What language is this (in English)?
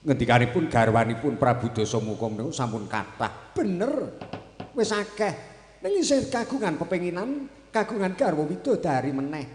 Javanese